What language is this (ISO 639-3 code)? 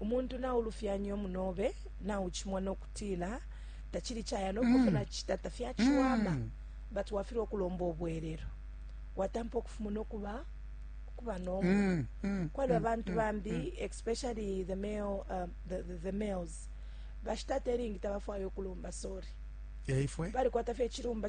bem